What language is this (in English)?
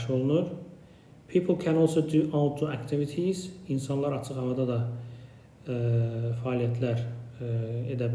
Azerbaijani